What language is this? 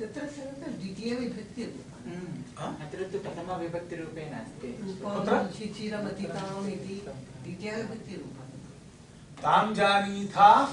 Sanskrit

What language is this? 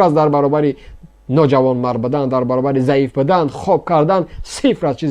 Tajik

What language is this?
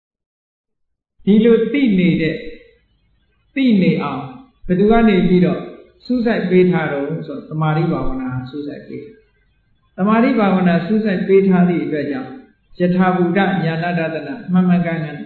Burmese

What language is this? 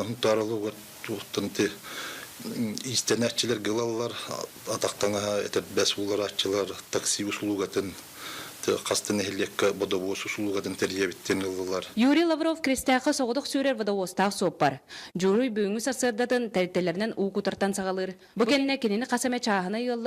Yakut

